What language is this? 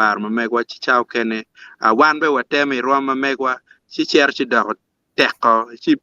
Acoli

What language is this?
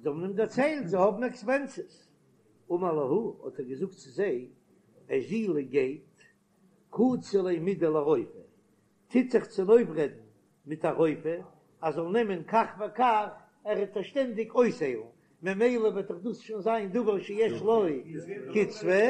Yiddish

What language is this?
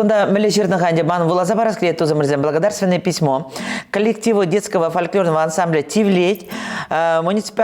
Chuvash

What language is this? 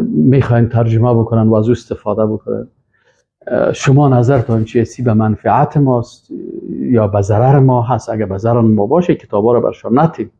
Persian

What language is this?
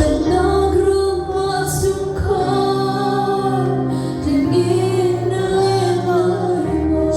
Hakha Chin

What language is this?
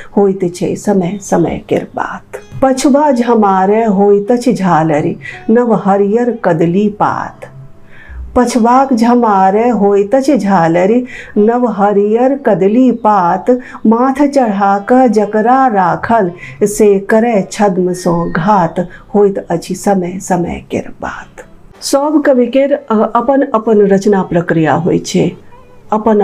Maithili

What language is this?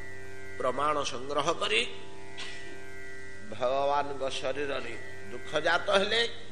Odia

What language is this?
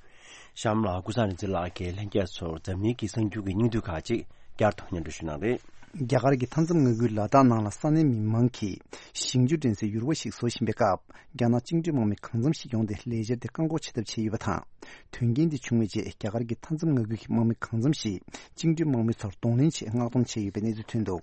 Tibetan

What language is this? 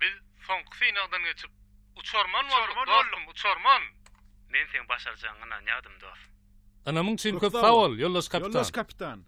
Turkmen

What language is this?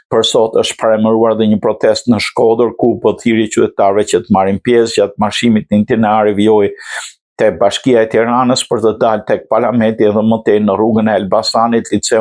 Albanian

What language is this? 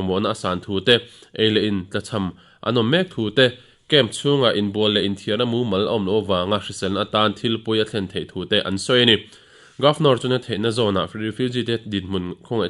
Mizo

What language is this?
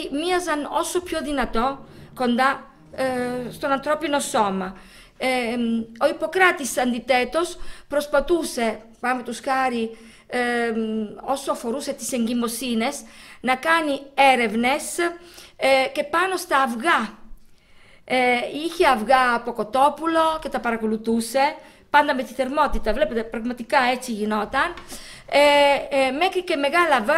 Greek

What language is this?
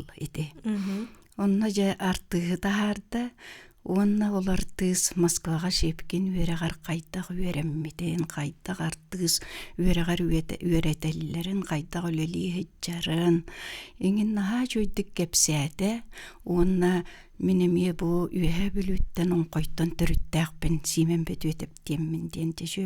Yakut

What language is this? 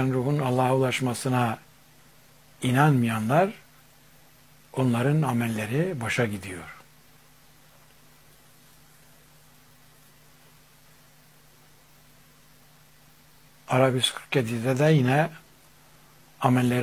Turkish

